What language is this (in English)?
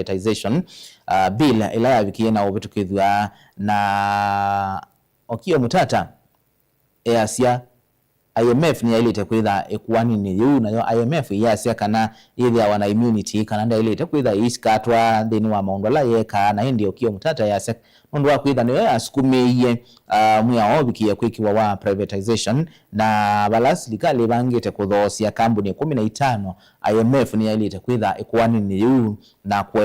Kamba